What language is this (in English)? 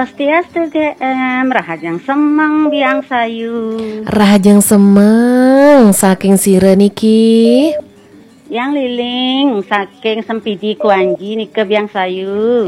Balinese